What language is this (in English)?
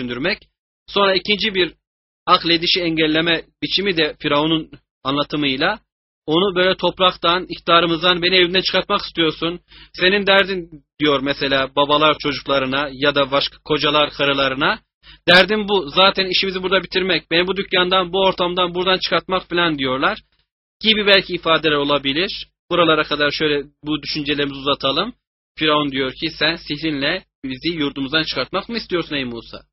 Turkish